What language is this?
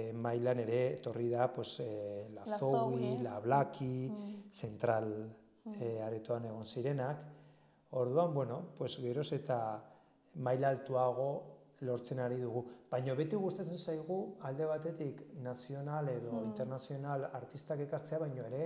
Basque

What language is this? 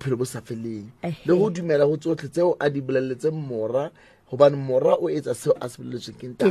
Southern Sotho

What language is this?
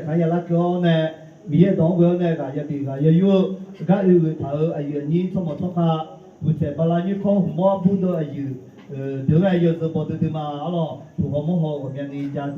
Akha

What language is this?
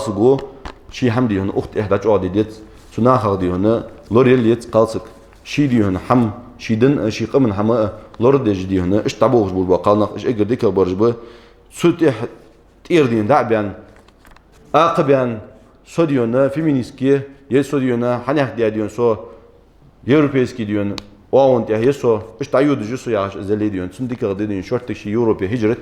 Ingush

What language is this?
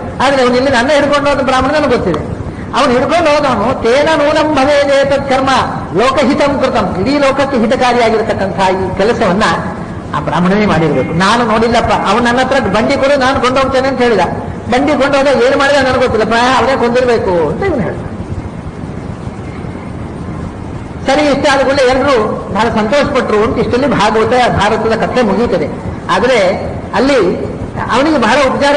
Kannada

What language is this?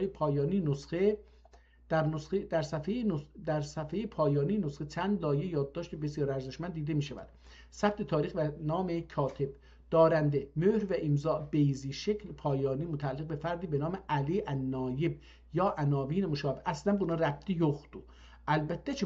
South Azerbaijani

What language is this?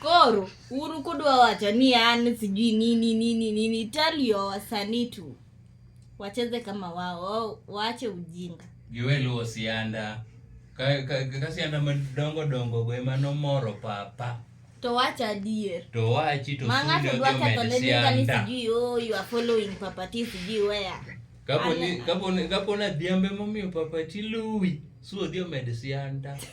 Luo (Kenya and Tanzania)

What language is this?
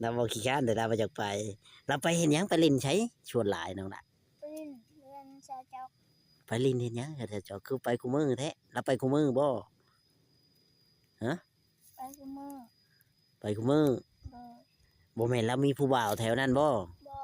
Northeastern Thai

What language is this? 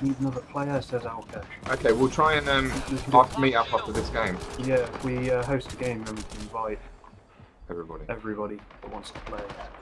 English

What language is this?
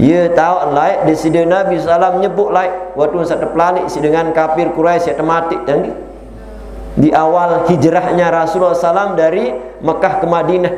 Sasak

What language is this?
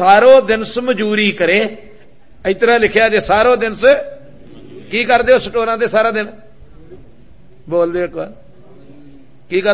Punjabi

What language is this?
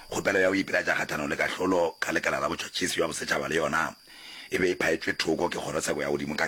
Northern Sotho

